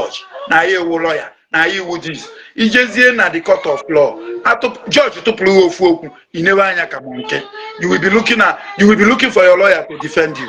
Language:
Igbo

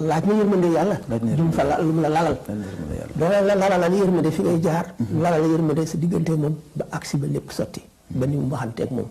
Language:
Wolof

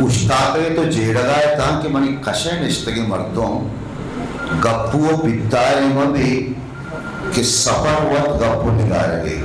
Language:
Eastern Balochi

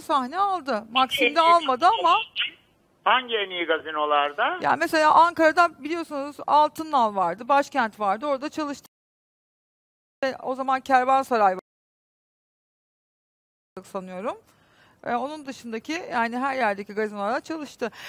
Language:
Turkish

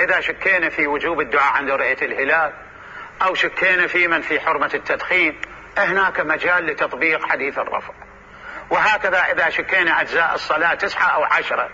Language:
Mesopotamian Arabic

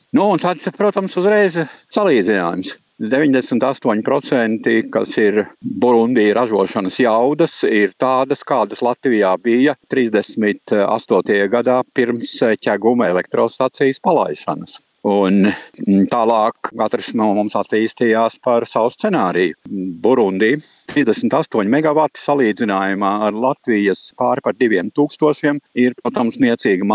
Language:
Latvian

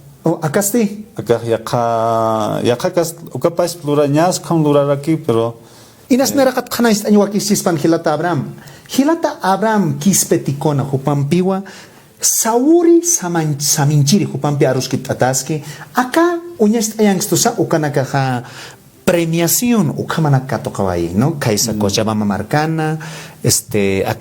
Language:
Aymara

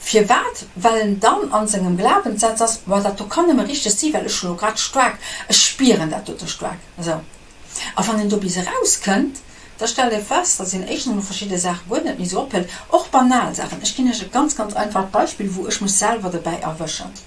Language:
Luxembourgish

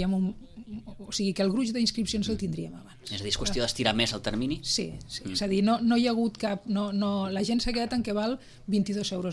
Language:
Catalan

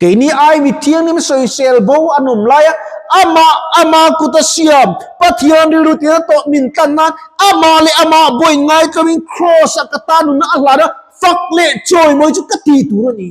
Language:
Mizo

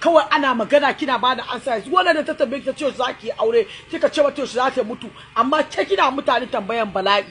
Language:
Hausa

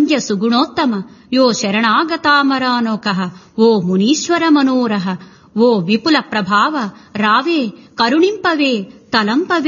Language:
Telugu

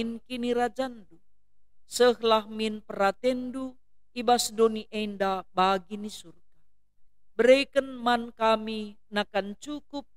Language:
Batak Karo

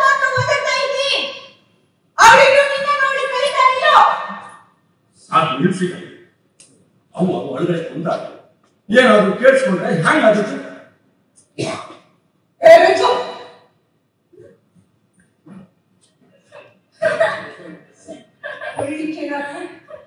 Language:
Kannada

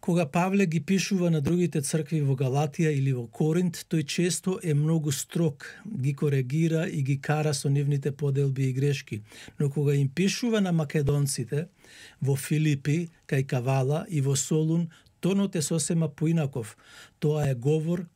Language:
Macedonian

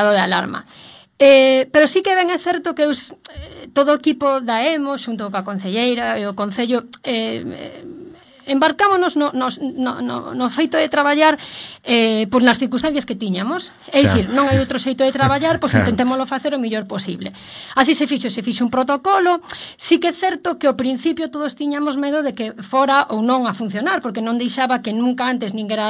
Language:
Galician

